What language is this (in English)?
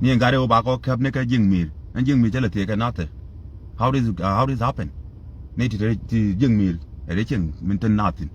Nuer